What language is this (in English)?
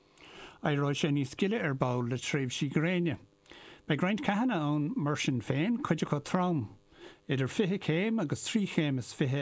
Irish